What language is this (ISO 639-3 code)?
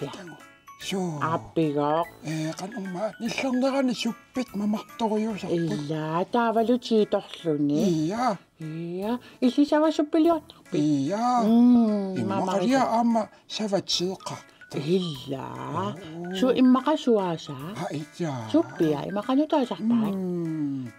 kal